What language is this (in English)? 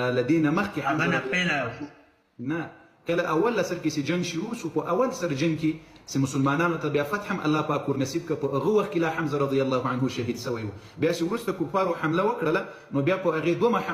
Pashto